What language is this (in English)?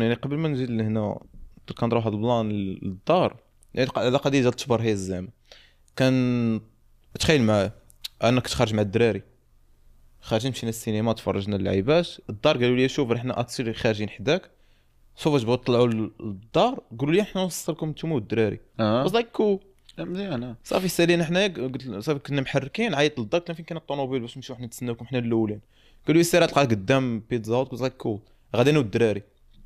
Moroccan Arabic